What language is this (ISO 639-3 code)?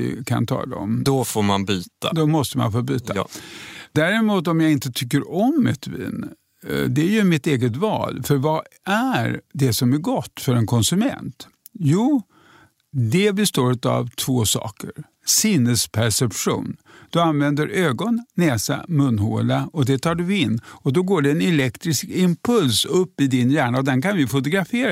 swe